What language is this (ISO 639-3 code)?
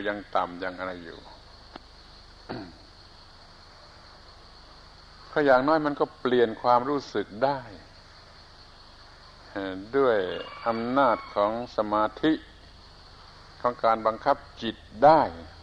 tha